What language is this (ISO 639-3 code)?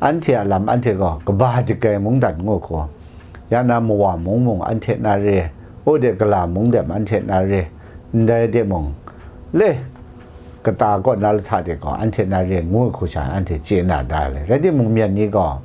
kac